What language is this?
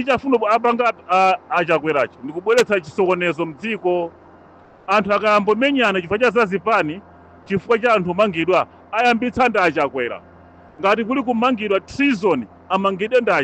Nyanja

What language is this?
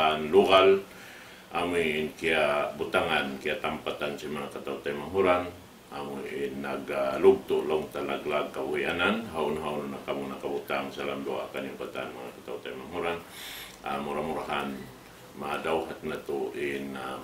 Tausug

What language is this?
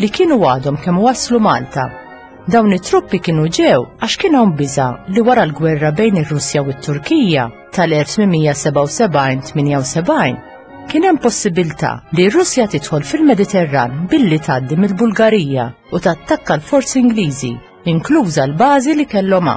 Maltese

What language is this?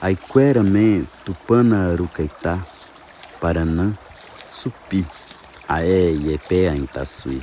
Nheengatu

